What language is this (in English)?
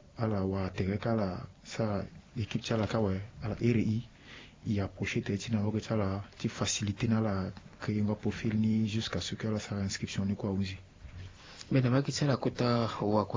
Sango